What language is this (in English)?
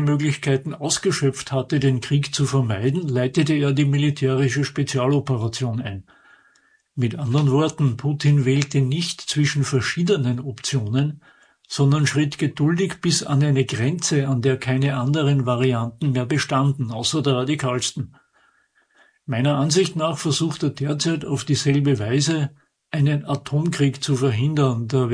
German